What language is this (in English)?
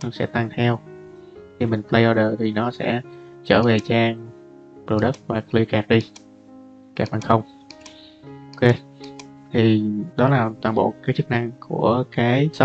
Vietnamese